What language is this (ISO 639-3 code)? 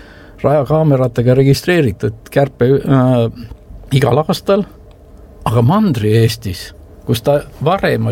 est